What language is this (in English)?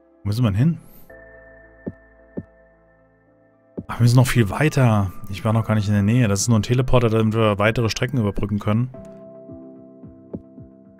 German